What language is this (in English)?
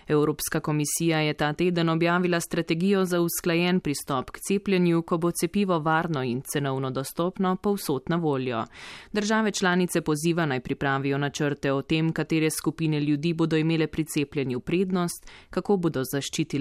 Slovenian